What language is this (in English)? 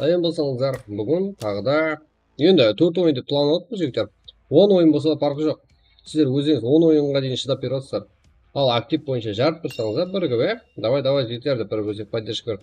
Kara-Kalpak